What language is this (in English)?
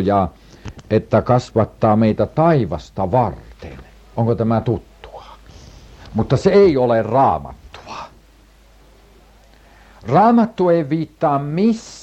Finnish